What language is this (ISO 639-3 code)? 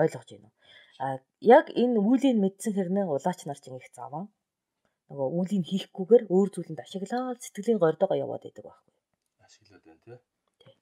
mon